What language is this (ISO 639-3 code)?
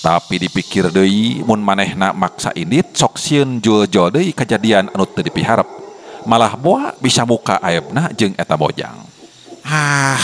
sun